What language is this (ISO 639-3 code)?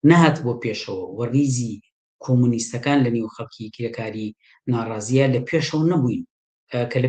ckb